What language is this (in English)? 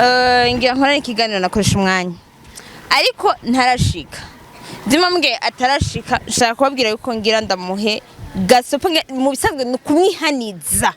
Rundi